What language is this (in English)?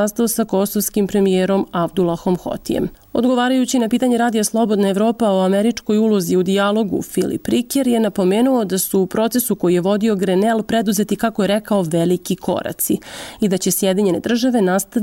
Serbian